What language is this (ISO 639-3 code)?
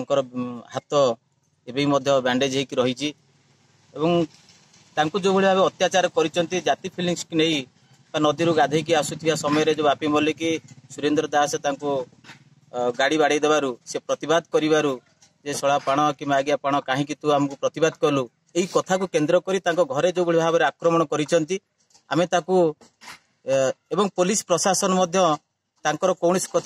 ori